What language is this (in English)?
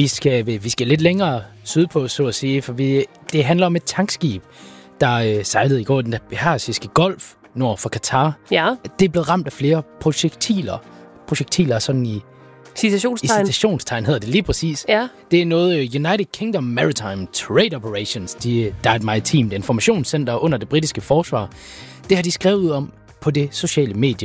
Danish